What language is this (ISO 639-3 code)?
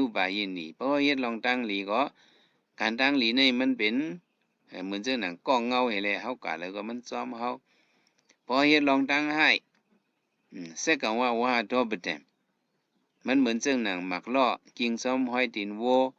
shn